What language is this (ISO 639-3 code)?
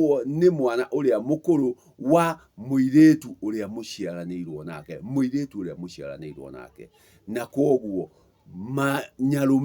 kik